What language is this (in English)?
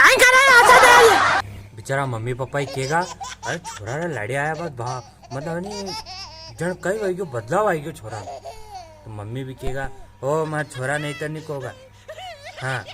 Rajasthani